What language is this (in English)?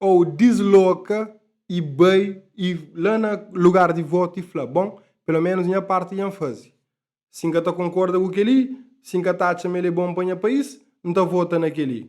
Kabuverdianu